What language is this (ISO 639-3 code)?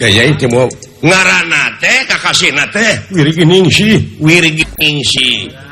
sun